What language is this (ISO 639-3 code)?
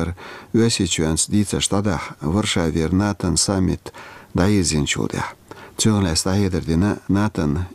che